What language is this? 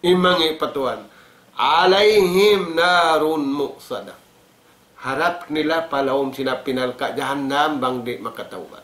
Tausug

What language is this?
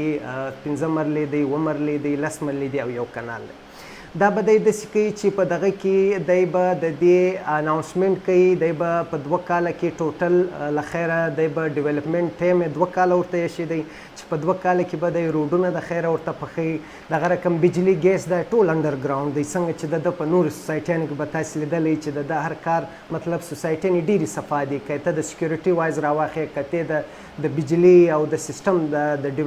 Pashto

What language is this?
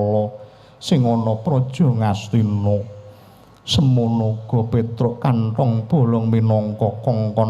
Javanese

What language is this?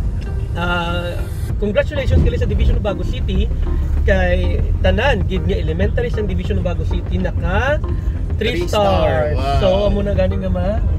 Hiligaynon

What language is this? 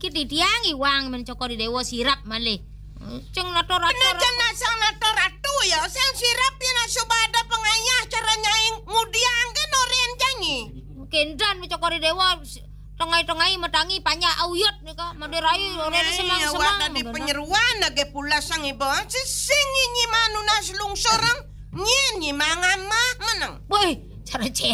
Balinese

